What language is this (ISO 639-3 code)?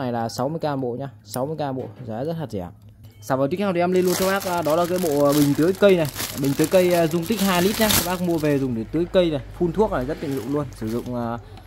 vie